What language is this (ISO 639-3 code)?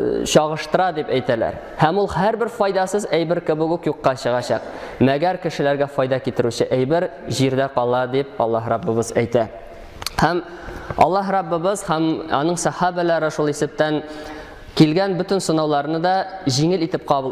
tat